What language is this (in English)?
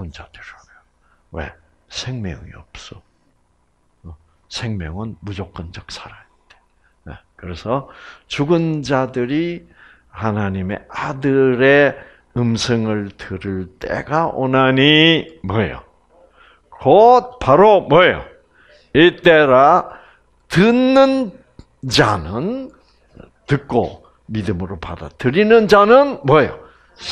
Korean